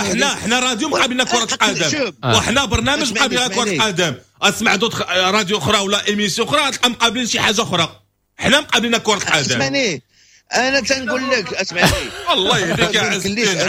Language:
Moroccan Arabic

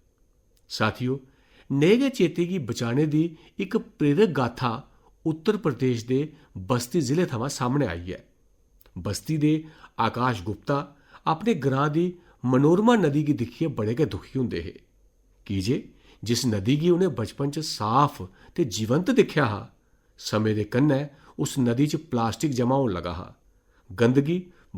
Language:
Dogri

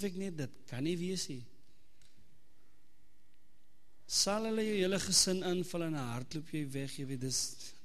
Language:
Afrikaans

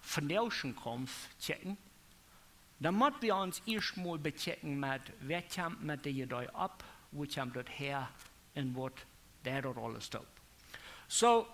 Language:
Plautdietsch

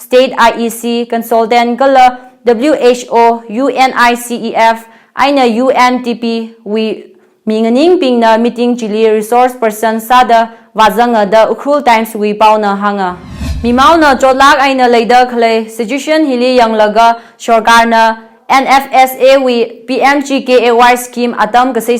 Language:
Tangkhul Naga (India)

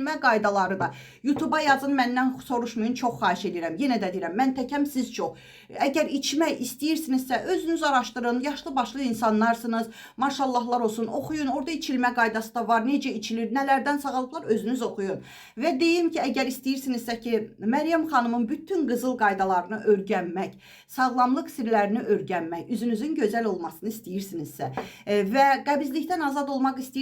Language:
Azerbaijani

